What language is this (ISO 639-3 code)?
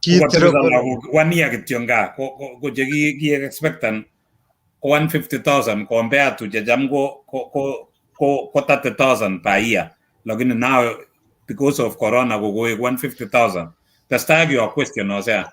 kln